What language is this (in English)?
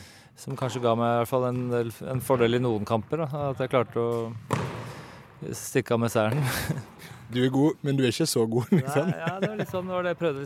Norwegian